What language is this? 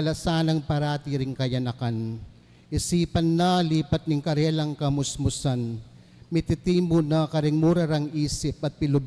Pampanga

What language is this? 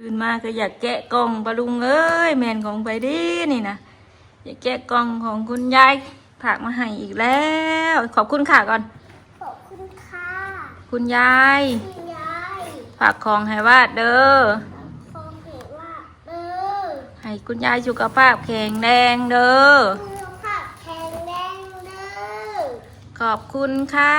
Northeastern Thai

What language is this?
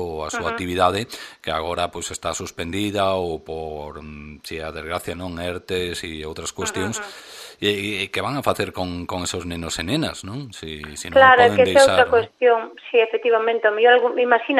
Galician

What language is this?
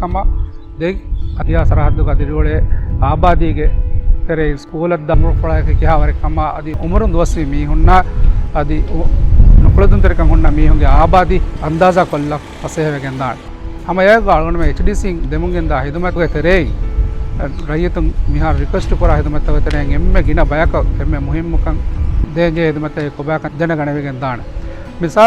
Divehi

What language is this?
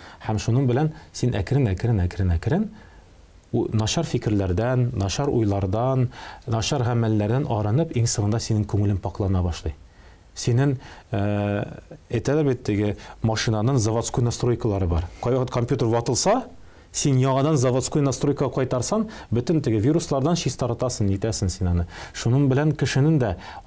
Tatar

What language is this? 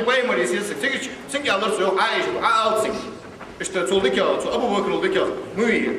Ingush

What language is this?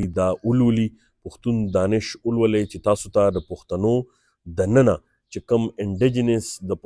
Pashto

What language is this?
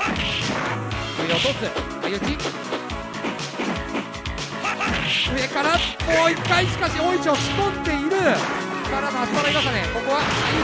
Japanese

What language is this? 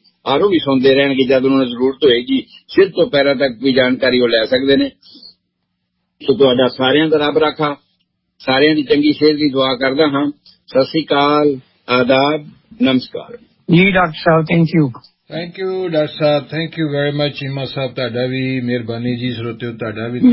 Punjabi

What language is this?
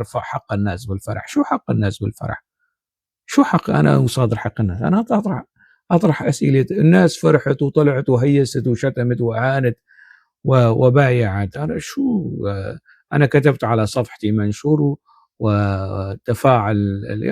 North Levantine Arabic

